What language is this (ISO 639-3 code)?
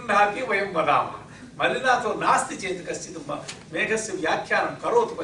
san